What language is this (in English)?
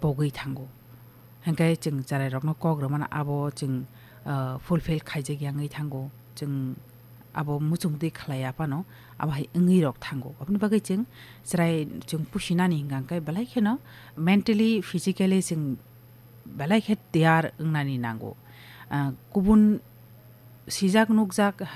Kok Borok